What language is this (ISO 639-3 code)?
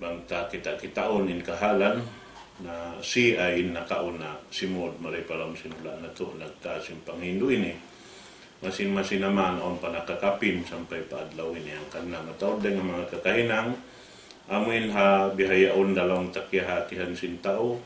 tsg